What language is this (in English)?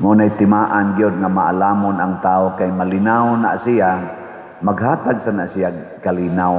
Cebuano